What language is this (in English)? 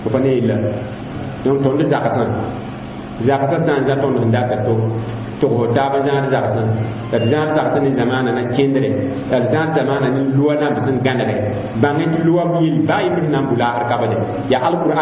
Mossi